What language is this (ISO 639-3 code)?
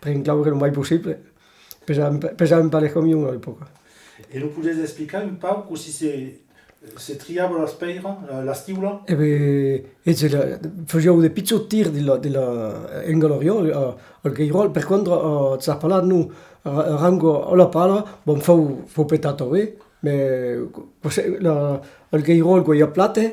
oci